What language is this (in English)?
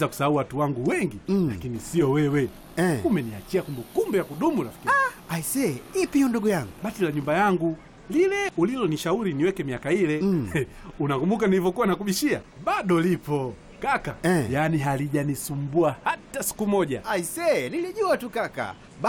Swahili